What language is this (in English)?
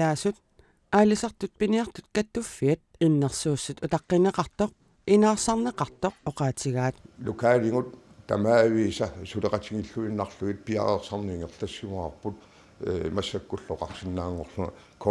Kalaallisut